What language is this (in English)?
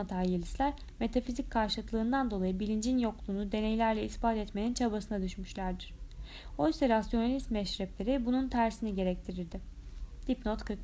Turkish